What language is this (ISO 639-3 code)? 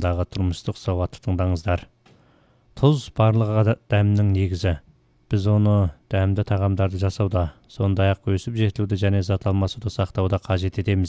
kaz